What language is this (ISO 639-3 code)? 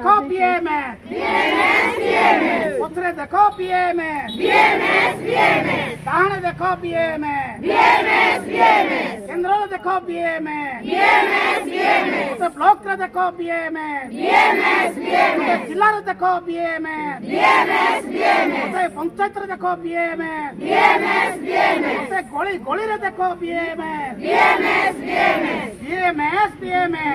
ori